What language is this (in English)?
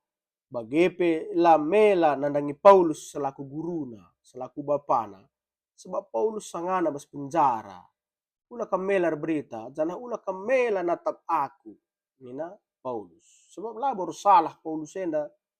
Batak Karo